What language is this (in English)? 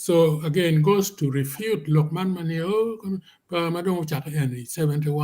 Acoli